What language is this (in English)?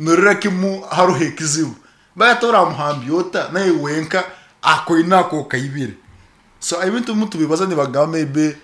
Nyankole